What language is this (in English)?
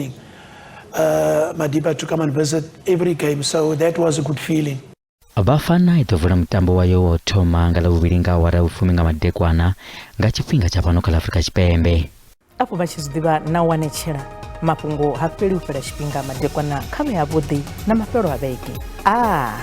Venda